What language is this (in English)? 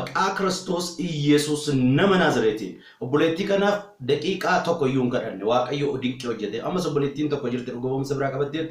Oromo